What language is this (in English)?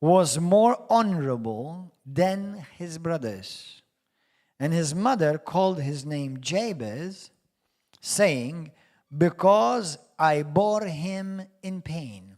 English